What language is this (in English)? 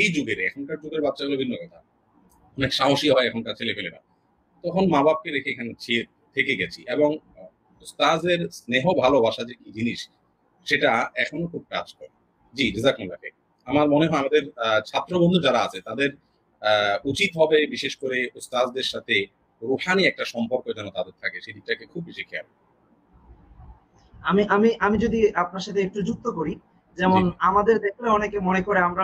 Bangla